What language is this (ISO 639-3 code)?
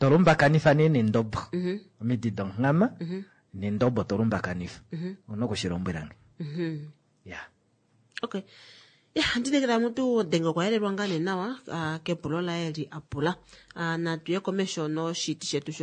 kua